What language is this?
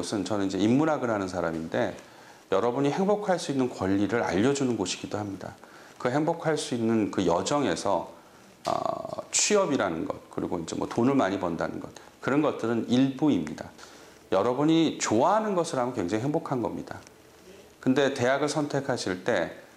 Korean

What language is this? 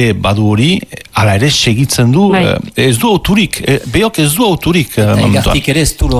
Basque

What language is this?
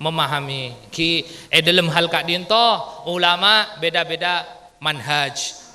Madurese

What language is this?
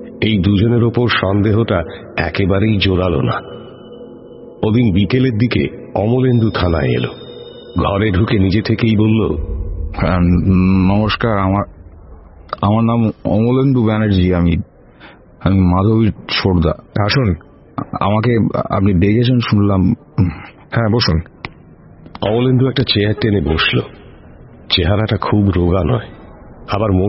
Bangla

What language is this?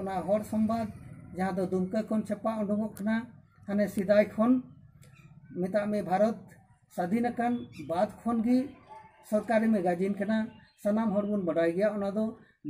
Santali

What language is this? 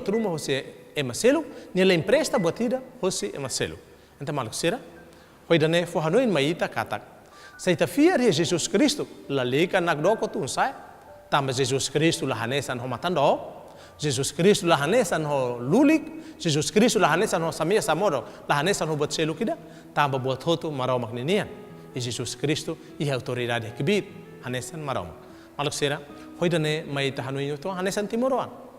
Tetum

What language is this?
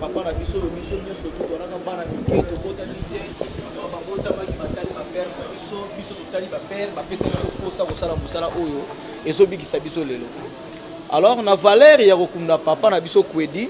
Lingala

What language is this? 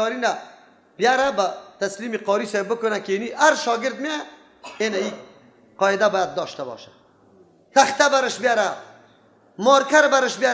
Persian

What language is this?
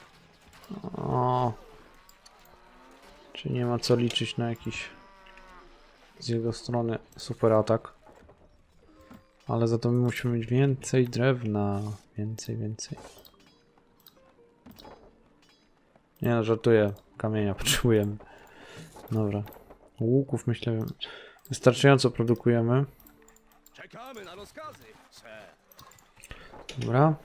Polish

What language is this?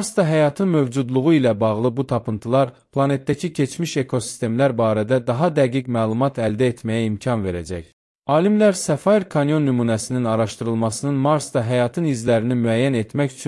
Azerbaijani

